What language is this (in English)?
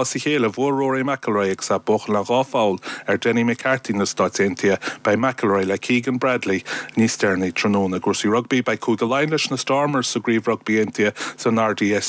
Irish